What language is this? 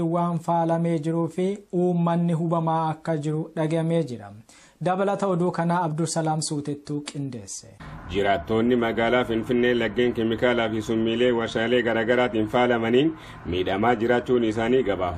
Oromo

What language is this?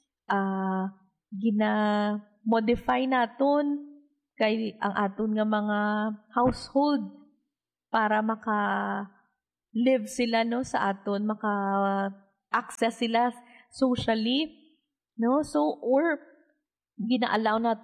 Hiligaynon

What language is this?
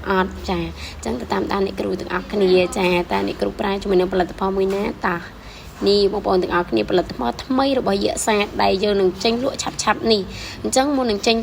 Khmer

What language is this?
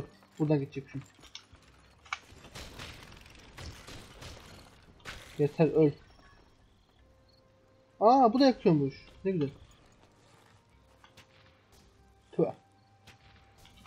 Turkish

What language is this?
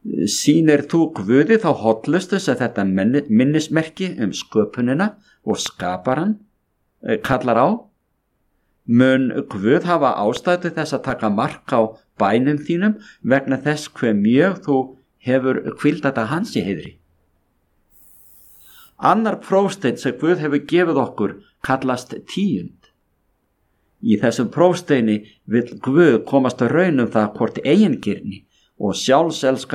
Icelandic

